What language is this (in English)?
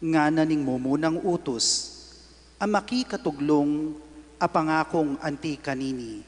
Pampanga